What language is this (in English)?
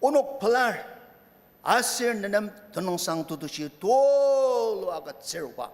Ao Naga